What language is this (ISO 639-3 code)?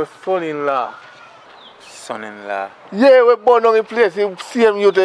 jam